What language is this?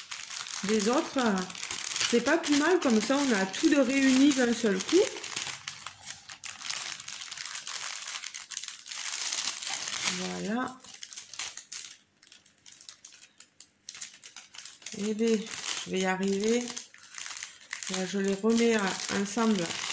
French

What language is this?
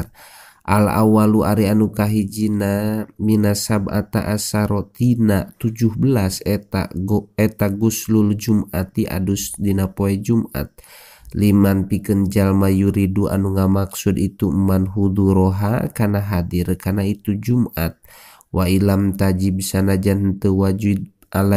Sundanese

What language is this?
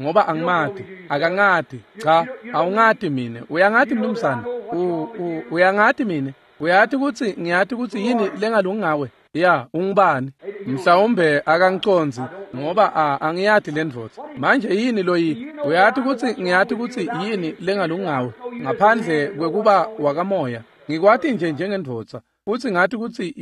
Swati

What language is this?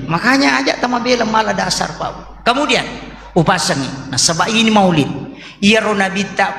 Buginese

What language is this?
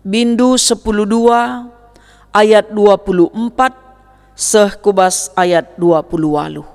Batak Karo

